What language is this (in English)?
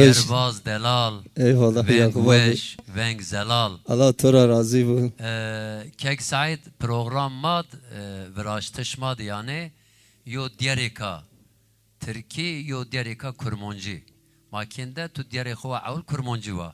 Zaza